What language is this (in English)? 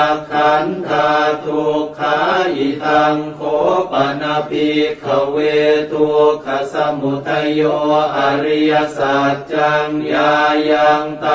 Pali